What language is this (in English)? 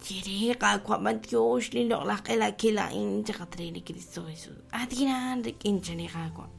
Kekchí